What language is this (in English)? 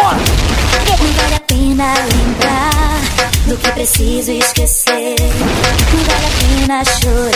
Portuguese